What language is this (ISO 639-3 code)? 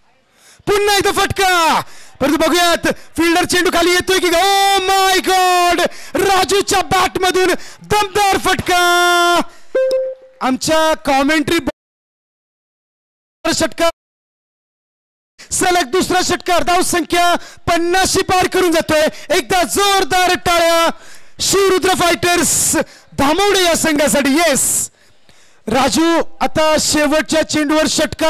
mar